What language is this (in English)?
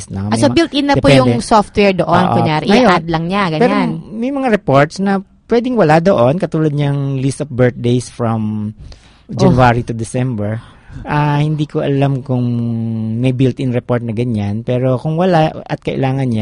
Filipino